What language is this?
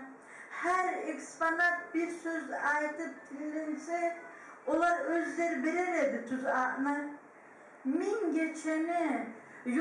Kumyk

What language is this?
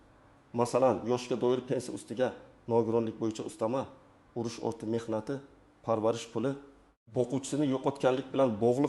Uzbek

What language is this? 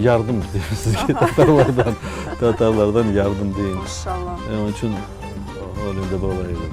Crimean Tatar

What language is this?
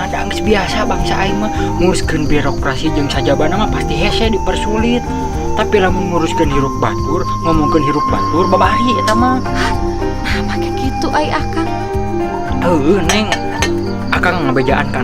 Sundanese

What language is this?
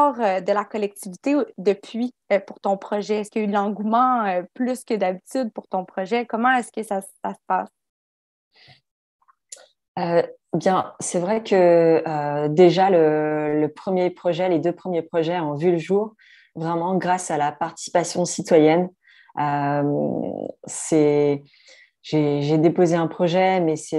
French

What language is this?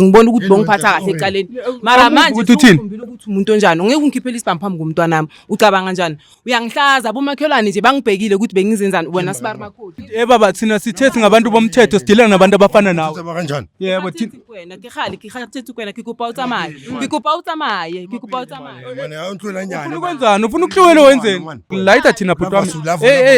Zulu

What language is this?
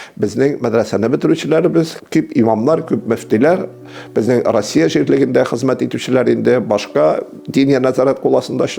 Tatar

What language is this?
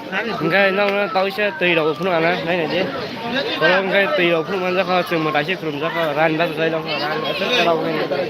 Kok Borok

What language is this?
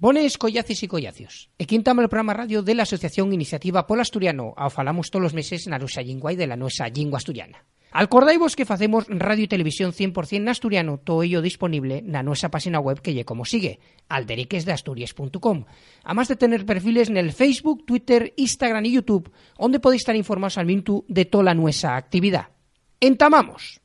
Asturian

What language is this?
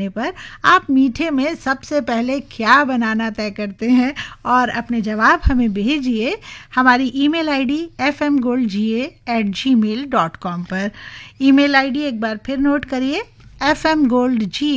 Hindi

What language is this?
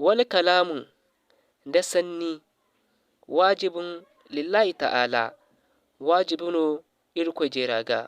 Zarma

